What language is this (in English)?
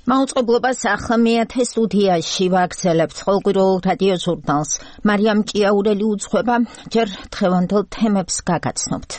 Georgian